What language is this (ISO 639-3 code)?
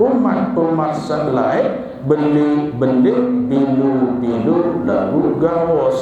sas